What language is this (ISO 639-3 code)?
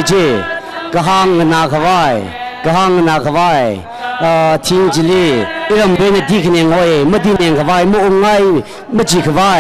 nmf